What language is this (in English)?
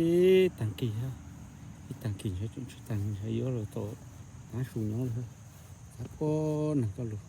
Hmong